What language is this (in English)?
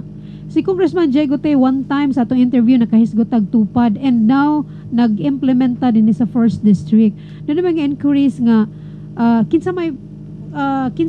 Cebuano